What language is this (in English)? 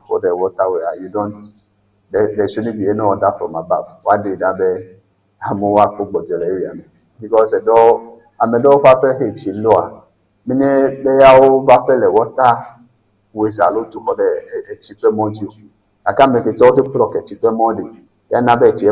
Ewe